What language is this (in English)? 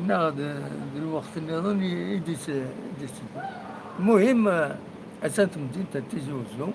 Kabyle